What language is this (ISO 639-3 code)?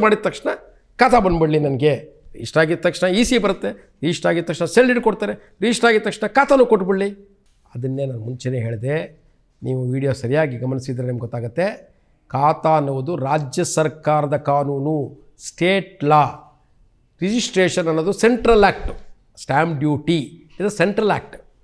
kan